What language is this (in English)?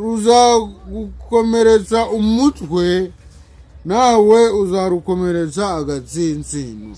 Kinyarwanda